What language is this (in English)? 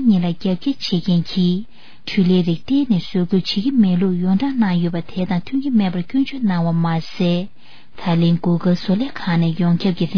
Tibetan